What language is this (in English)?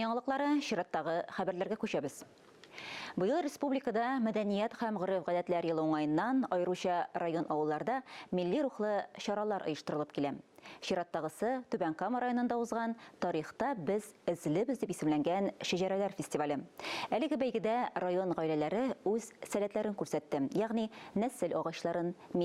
Tatar